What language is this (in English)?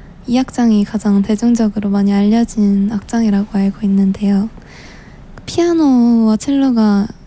Korean